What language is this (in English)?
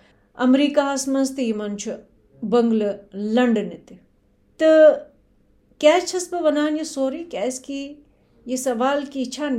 Kashmiri